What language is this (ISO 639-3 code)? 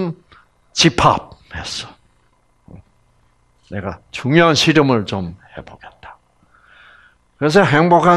kor